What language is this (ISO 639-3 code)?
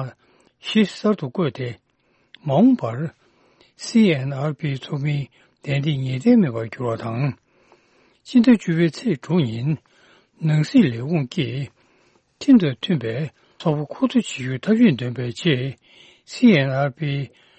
bod